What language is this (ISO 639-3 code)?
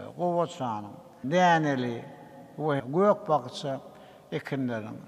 tuk